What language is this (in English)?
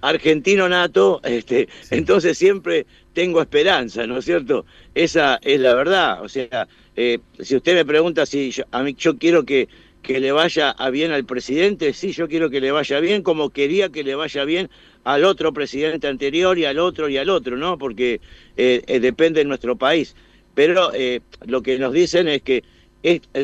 Spanish